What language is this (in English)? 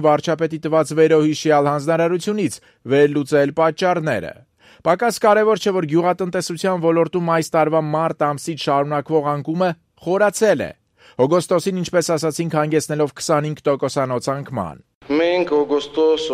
Armenian